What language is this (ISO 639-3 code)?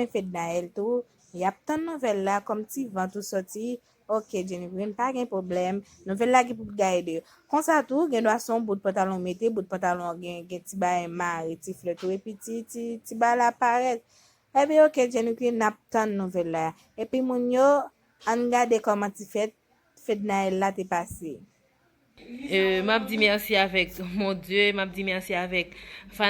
hat